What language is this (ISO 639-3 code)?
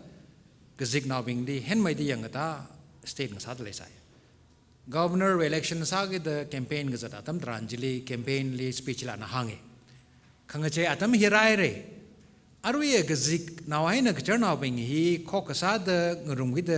nmf